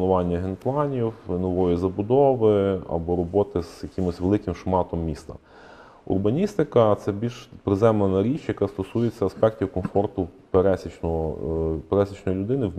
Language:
Ukrainian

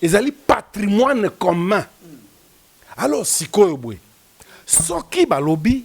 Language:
Lingala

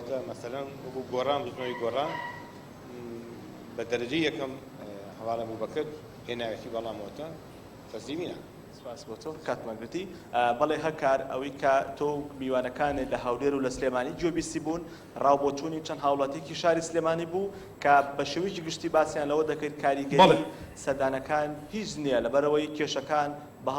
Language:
Central Kurdish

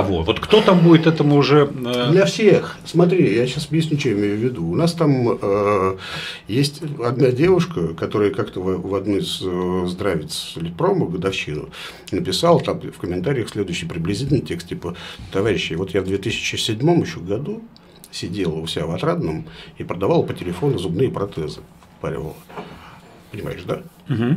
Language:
Russian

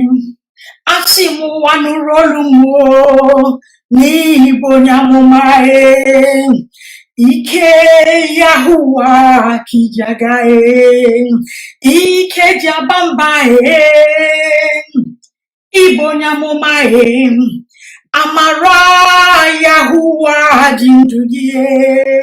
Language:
Igbo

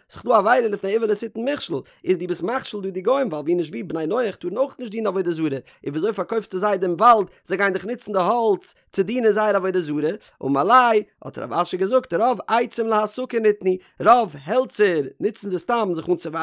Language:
Yiddish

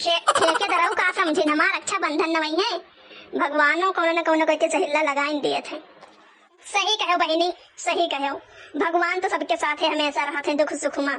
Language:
Awadhi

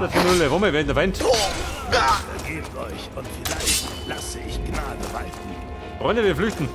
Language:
Bavarian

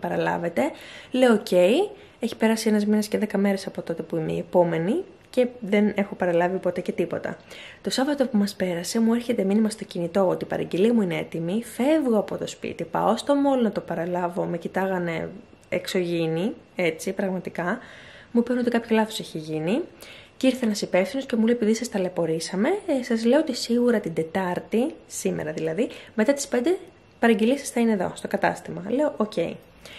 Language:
Greek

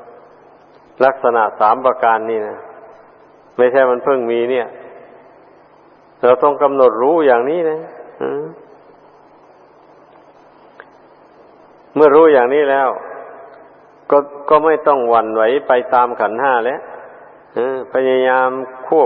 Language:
Thai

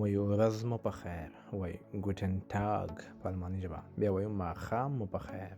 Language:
Pashto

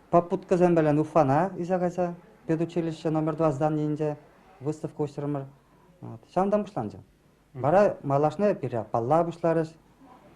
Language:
Chuvash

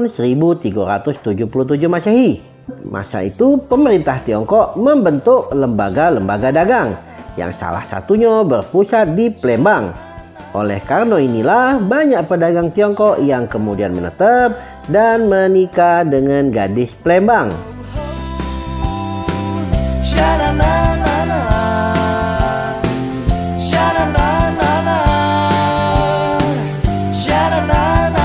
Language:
Indonesian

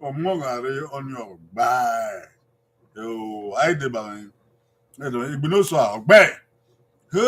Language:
Bini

